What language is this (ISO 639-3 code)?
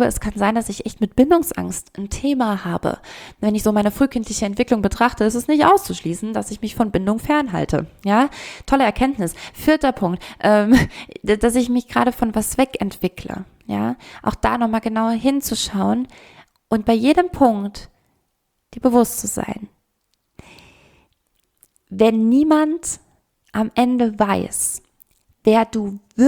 deu